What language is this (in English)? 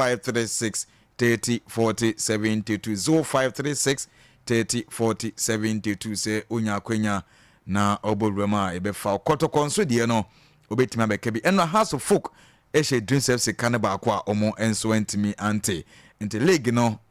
Akan